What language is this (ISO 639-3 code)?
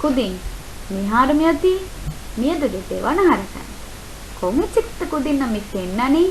div